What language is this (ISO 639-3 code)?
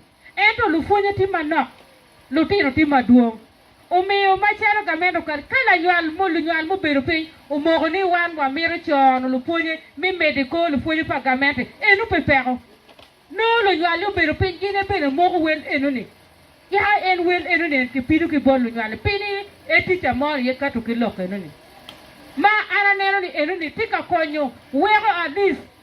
ach